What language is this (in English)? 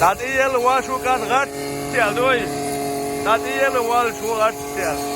Chechen